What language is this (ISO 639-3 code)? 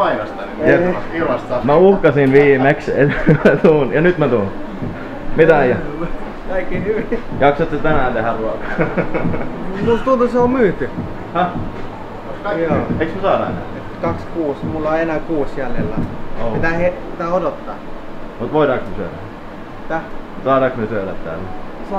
fin